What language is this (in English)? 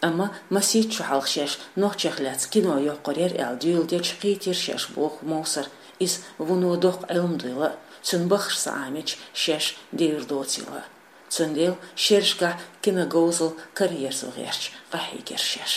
Chechen